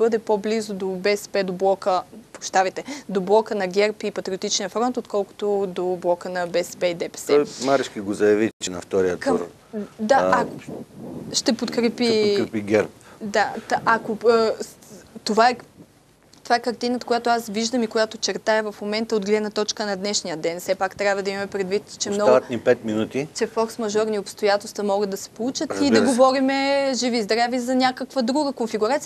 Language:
Bulgarian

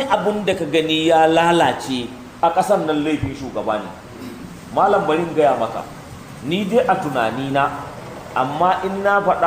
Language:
Hausa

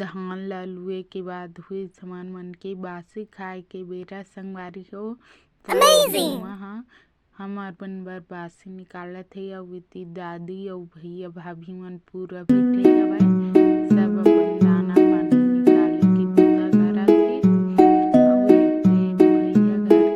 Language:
Chhattisgarhi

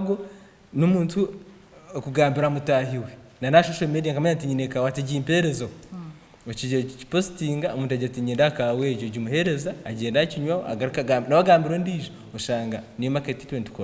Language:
Nyankole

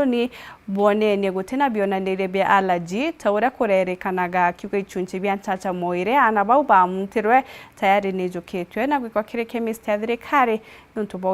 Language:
Meru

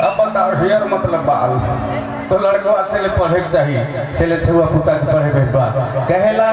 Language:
Sadri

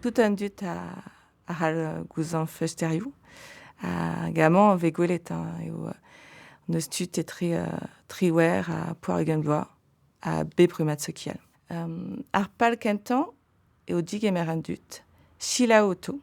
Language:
Breton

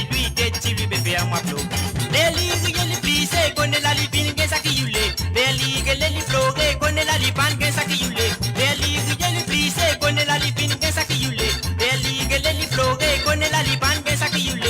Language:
Morisyen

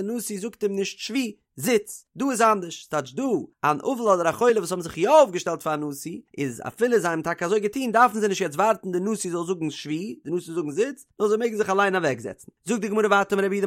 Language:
Yiddish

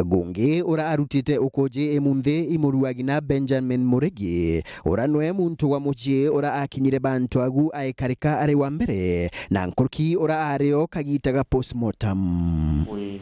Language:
Meru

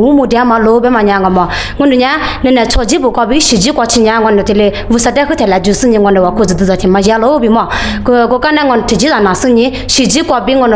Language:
Lisu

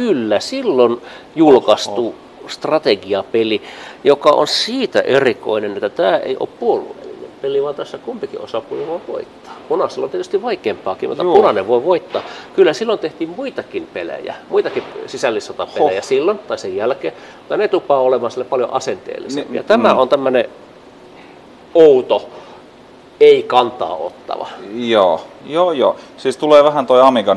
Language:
Finnish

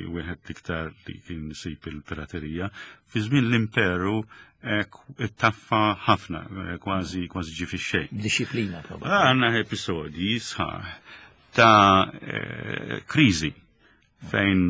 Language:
Maltese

